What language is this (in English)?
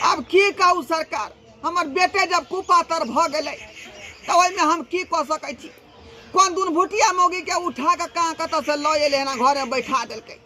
Maithili